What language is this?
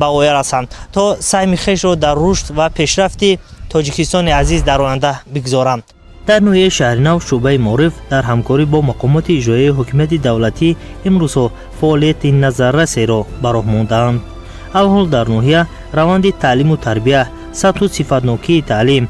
Tajik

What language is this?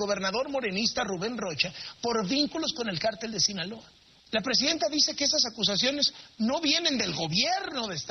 Spanish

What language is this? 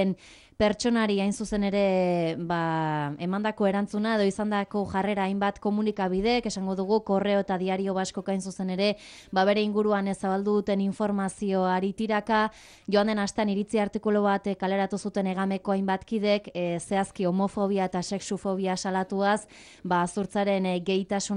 Basque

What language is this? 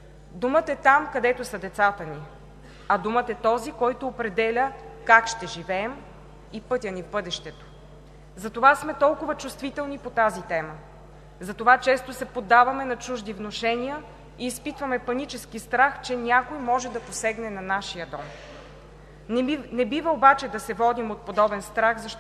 Bulgarian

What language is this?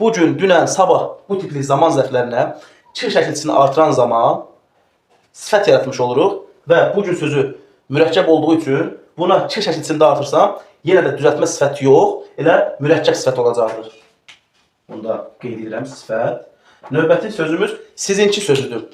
Azerbaijani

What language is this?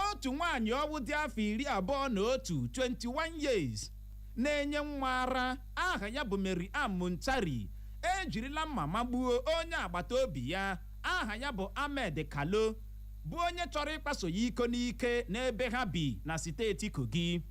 Igbo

